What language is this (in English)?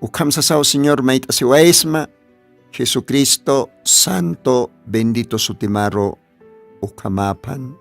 Aymara